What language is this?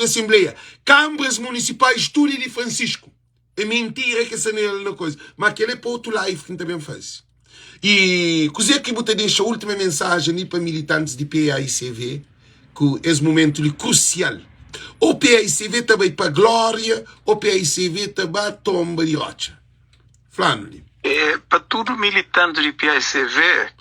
Kabuverdianu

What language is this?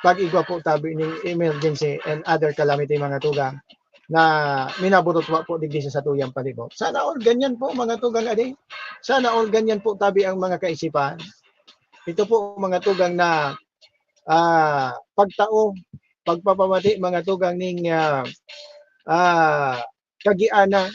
Bikol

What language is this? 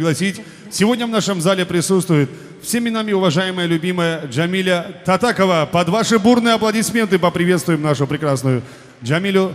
Kumyk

